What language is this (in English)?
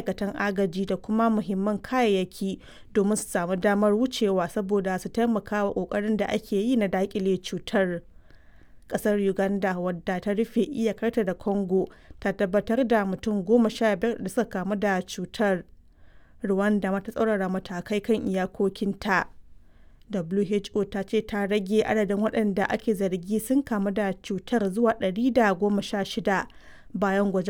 Hausa